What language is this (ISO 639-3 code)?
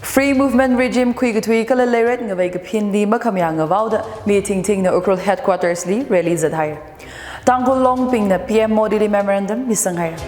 nmf